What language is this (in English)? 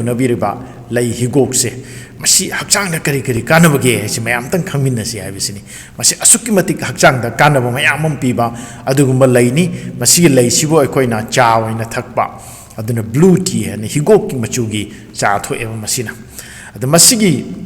Manipuri